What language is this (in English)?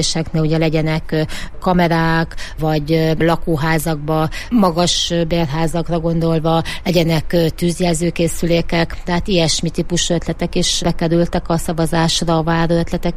Hungarian